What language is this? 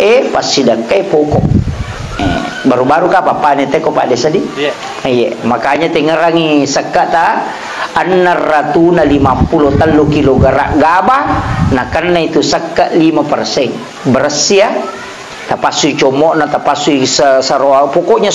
Buginese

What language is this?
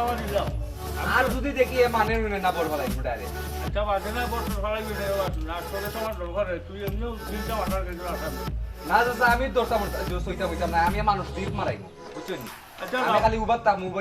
Sylheti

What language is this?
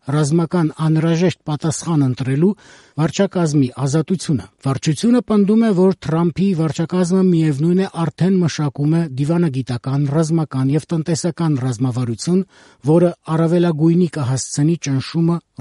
Armenian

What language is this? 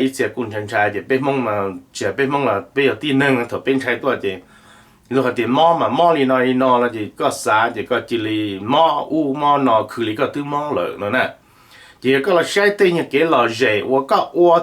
Hmong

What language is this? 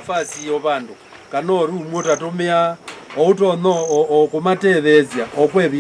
Kamba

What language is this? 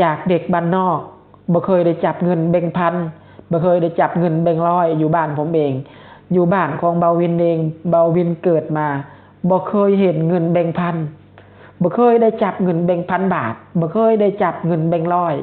Lao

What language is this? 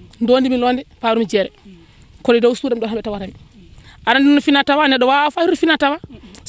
Fula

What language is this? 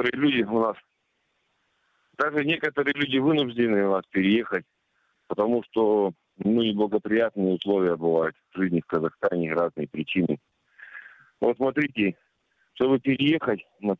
Russian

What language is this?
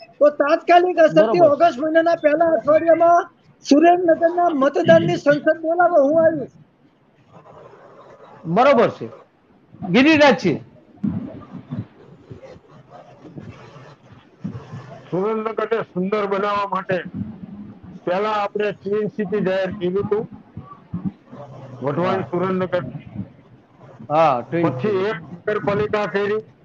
Gujarati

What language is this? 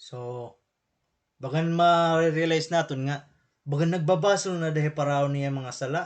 Waray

